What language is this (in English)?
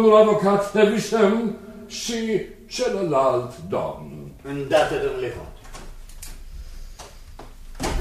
Romanian